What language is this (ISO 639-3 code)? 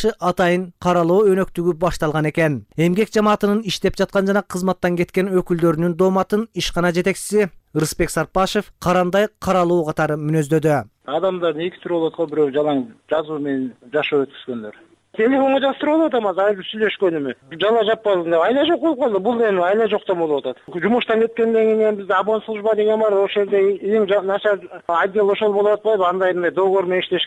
kir